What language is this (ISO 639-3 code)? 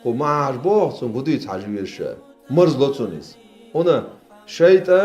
che